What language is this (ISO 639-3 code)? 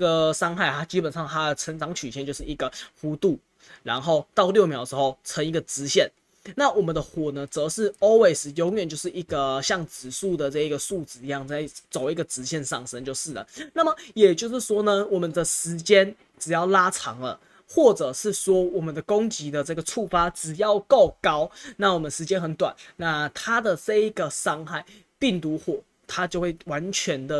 zho